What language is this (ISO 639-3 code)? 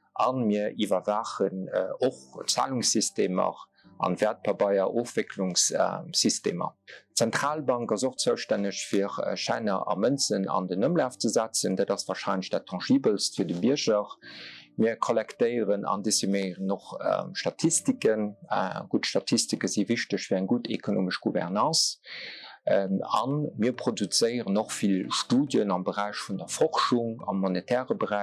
ltz